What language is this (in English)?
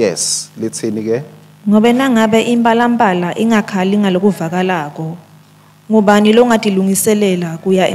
Swati